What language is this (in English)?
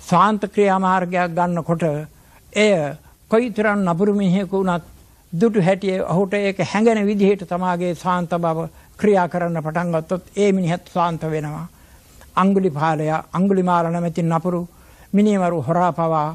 Sinhala